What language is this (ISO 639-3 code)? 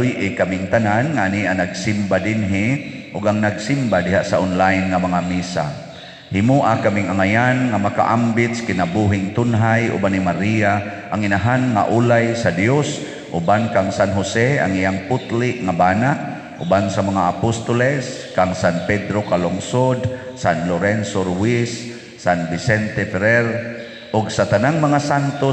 ceb